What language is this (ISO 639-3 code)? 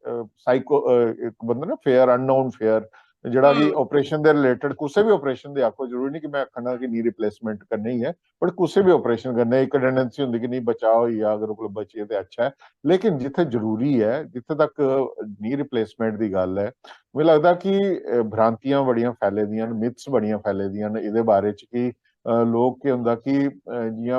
doi